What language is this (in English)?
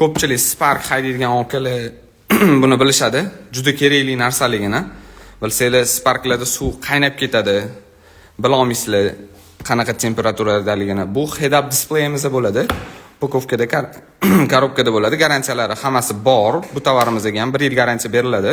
Uzbek